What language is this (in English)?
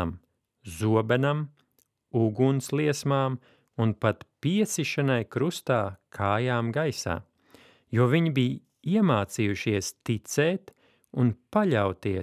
Latvian